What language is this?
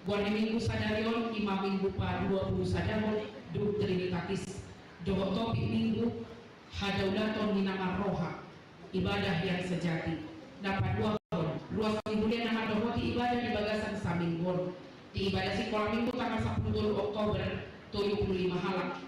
Batak Toba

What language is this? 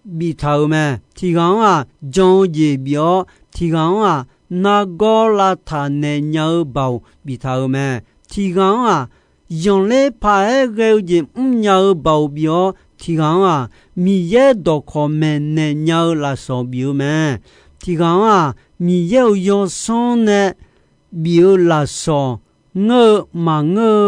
Akha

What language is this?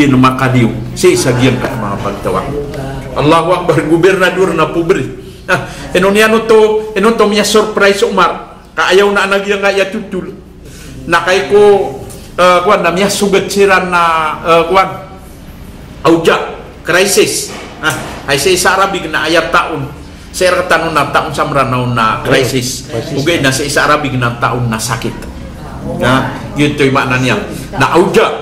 Maranao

